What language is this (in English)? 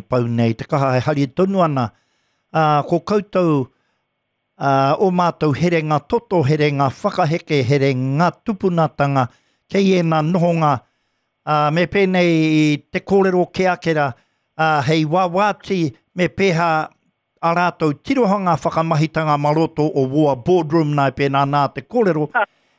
Māori